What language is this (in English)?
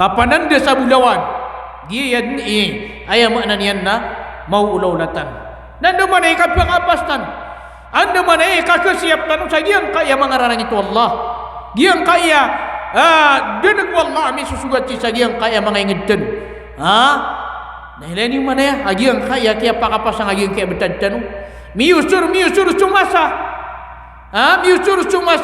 Maranao